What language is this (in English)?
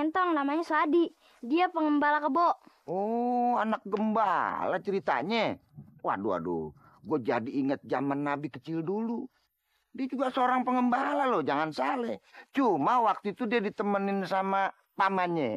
Betawi